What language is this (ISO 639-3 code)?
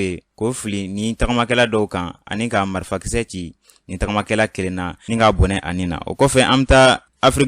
bam